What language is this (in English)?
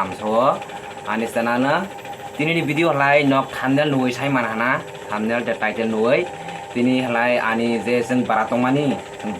Kok Borok